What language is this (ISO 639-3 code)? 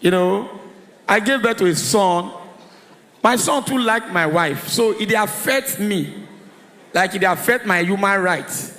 pcm